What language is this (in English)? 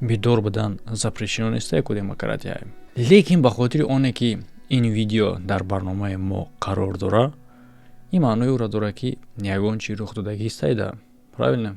Tajik